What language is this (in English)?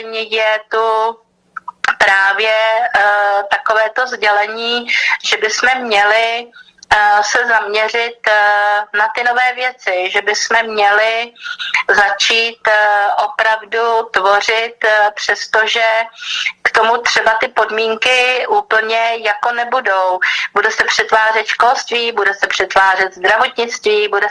Czech